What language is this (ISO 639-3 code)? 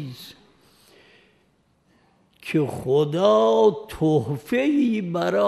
fas